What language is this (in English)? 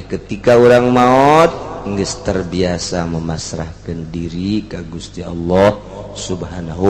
Sundanese